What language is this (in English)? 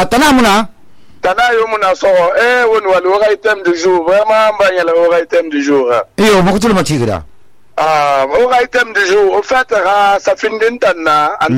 Susu